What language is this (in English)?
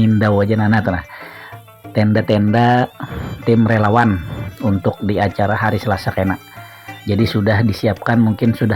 Banjar